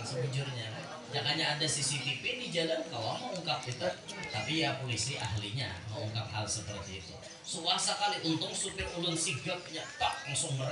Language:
Banjar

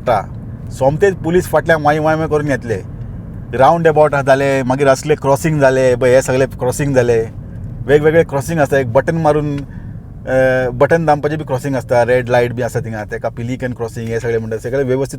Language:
Konkani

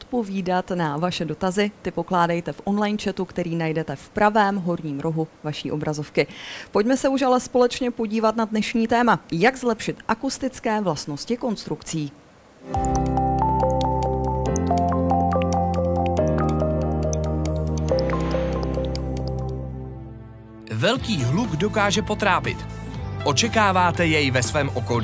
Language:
Czech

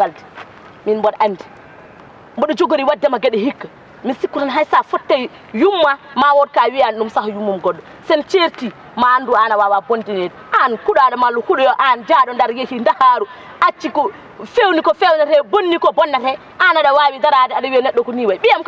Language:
Fula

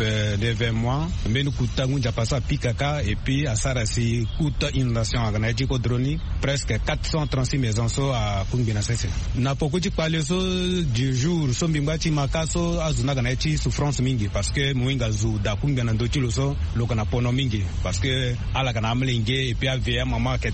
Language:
Sango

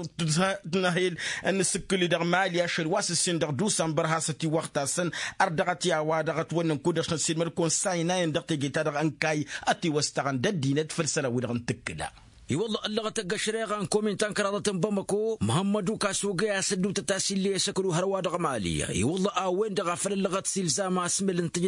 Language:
Tamasheq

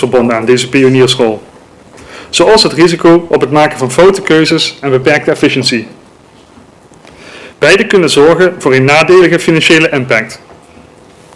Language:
Dutch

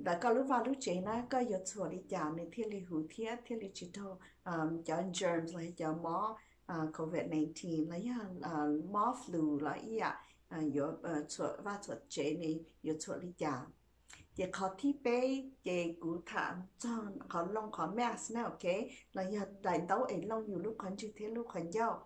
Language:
Hmong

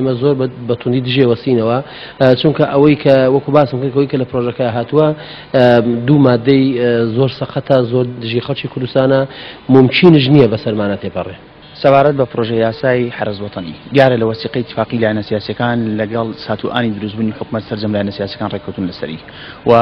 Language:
Central Kurdish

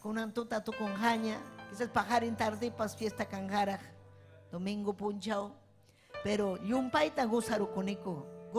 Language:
Ayacucho Quechua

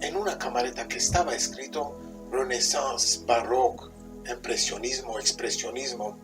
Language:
Ladino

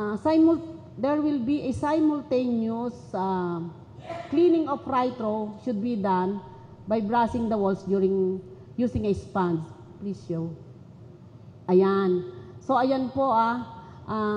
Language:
Filipino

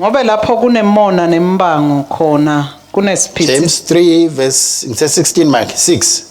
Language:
Swati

